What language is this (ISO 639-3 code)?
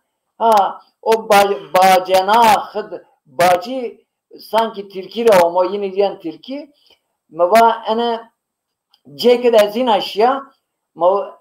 zza